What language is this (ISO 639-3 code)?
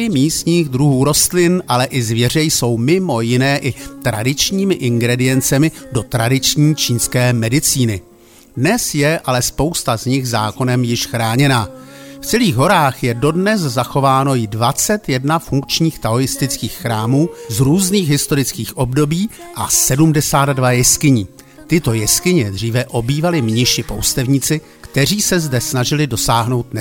ces